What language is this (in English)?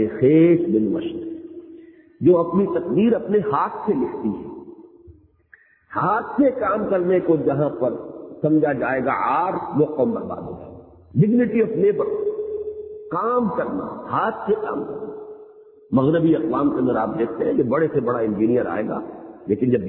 Urdu